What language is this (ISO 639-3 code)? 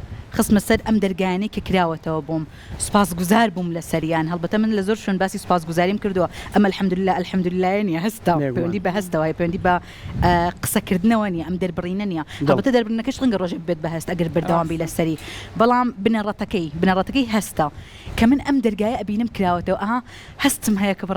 ckb